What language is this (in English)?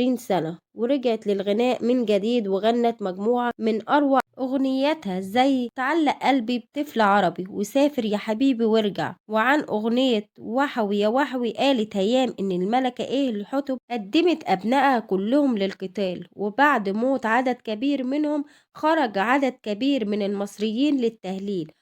Egyptian Arabic